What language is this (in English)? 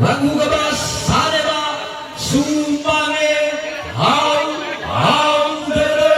Nias